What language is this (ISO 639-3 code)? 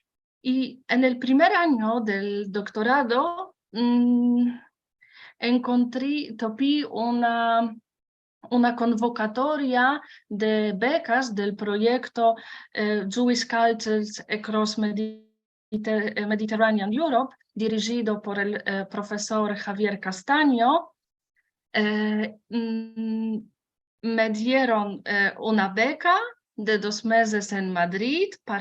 lad